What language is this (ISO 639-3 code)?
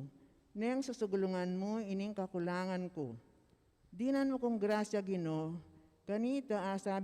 pam